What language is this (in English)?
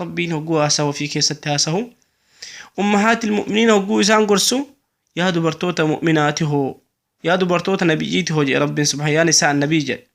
Oromo